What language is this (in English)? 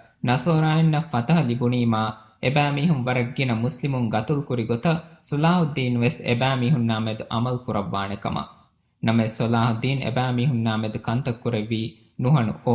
Divehi